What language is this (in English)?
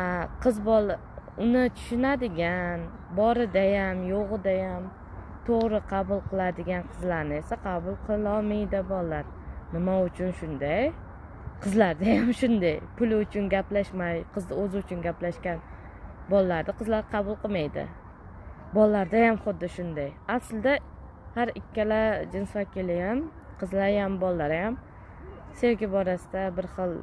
Uzbek